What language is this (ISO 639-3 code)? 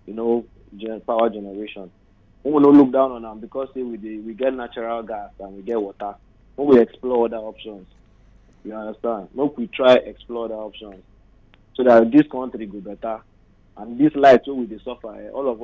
pcm